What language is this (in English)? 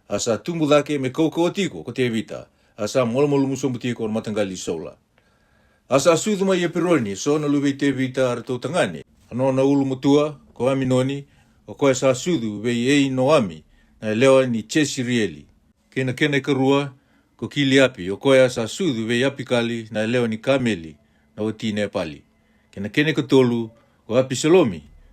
Fijian